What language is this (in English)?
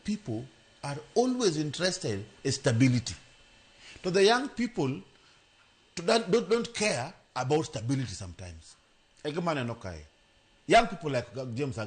Luo (Kenya and Tanzania)